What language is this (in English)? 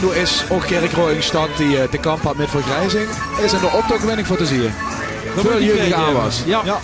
Limburgish